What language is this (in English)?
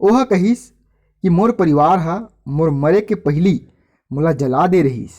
Chhattisgarhi